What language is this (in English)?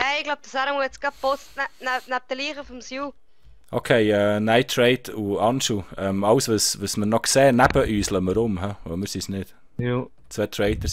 Swiss German